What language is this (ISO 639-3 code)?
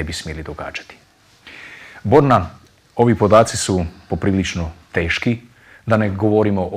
hrv